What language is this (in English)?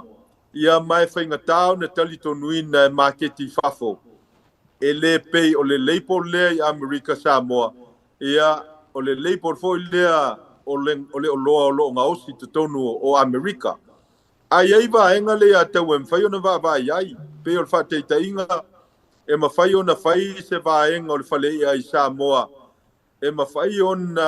Samoan